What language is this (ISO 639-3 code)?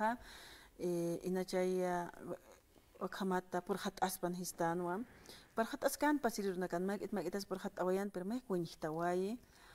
aym